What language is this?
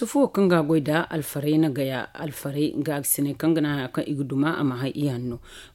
Zarma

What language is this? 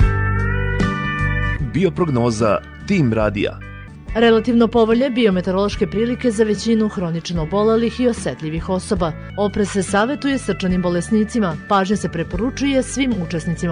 Serbian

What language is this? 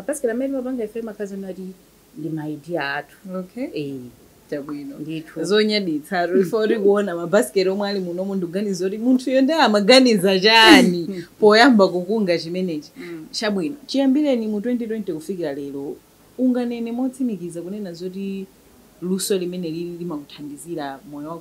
Nyanja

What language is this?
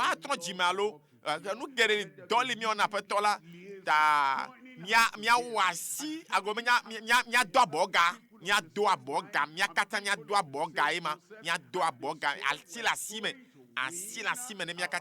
Ewe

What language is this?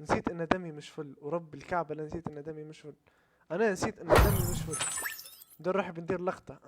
Libyan Arabic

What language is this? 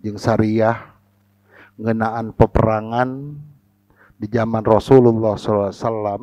Sundanese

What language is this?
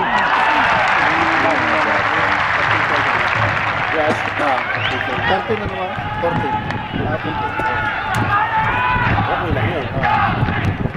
Filipino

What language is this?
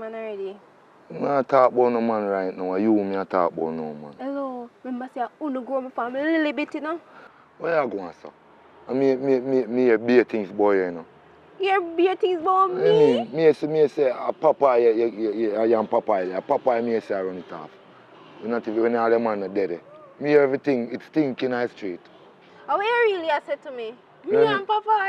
Jamaican Creole English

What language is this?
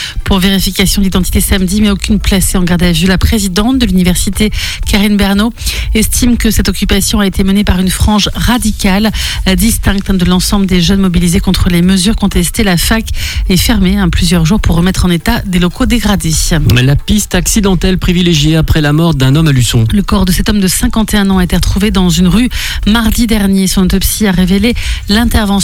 French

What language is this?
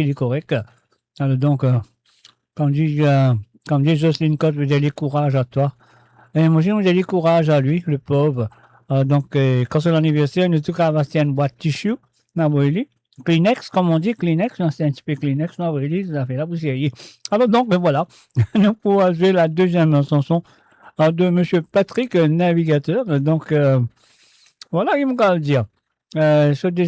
Morisyen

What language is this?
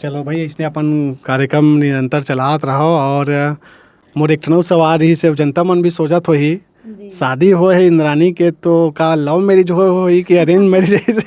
Chhattisgarhi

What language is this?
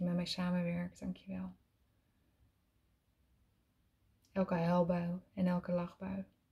Dutch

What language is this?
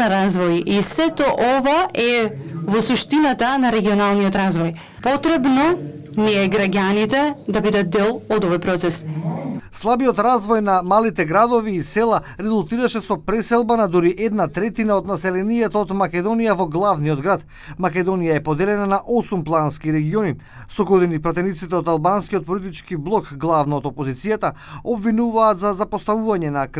Macedonian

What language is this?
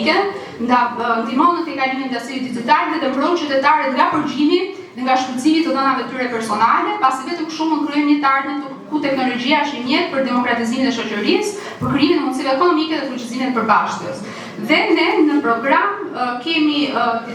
Albanian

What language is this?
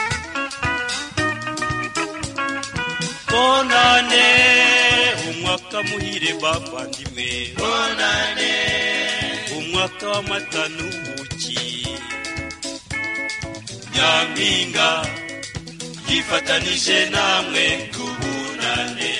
Kinyarwanda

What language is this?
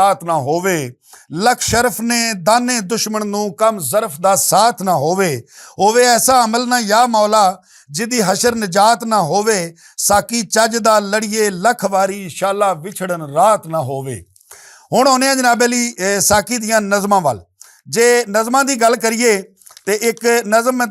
Western Panjabi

